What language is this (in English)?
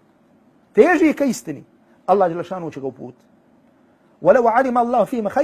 Bosnian